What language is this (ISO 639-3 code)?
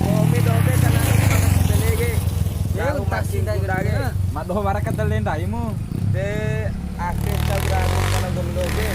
bhp